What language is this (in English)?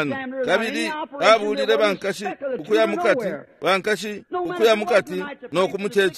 Bemba